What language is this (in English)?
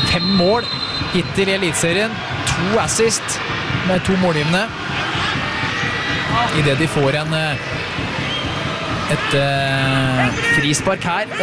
Norwegian